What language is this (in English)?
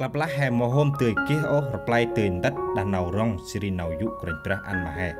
Central Mnong